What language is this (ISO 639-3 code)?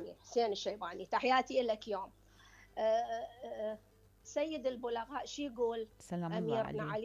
acm